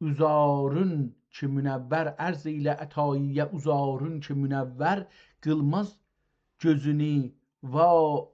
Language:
South Azerbaijani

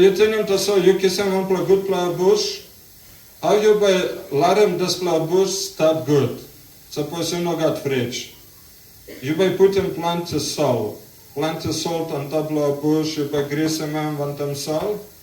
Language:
Tok Pisin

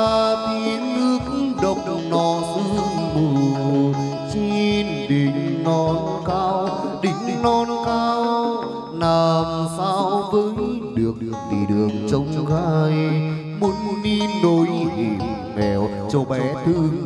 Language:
Vietnamese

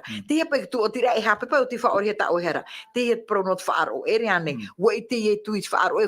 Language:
Tahitian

